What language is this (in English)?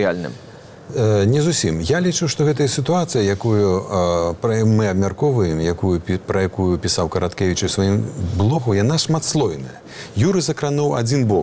Belarusian